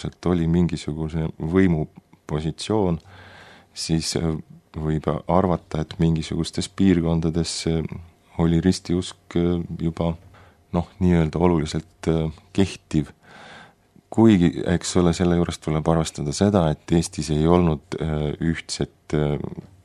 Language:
Estonian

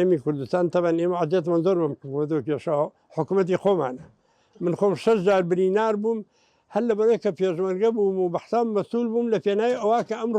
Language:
Central Kurdish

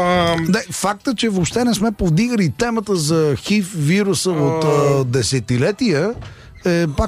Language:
Bulgarian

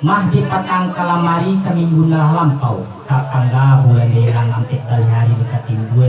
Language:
Minangkabau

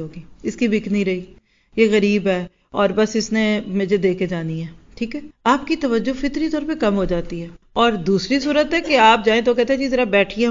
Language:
Urdu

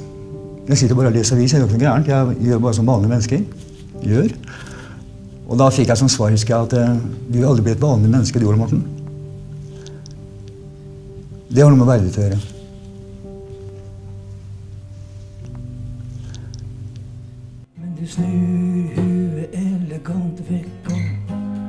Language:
Norwegian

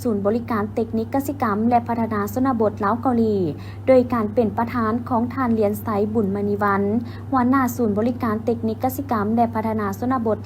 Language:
Lao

